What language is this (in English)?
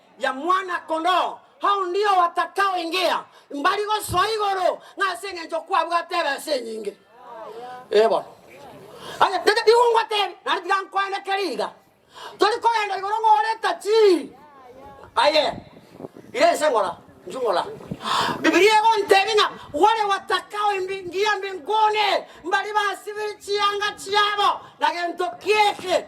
Gusii